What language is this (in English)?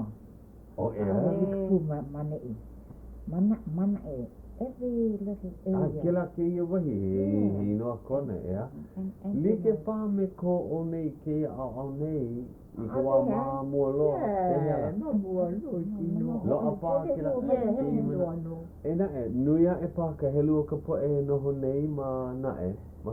Hawaiian